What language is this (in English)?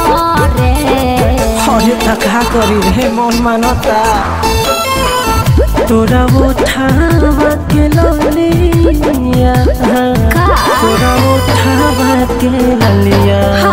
Bhojpuri